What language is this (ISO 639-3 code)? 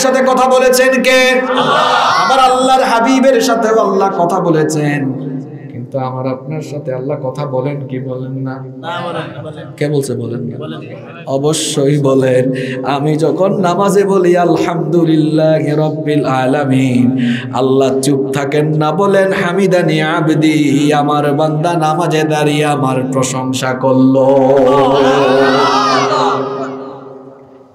ben